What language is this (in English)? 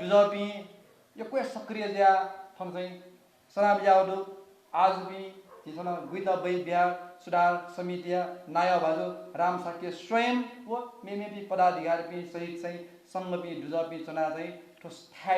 Newari